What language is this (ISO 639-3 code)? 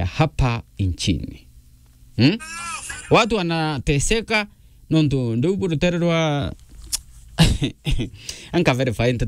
mer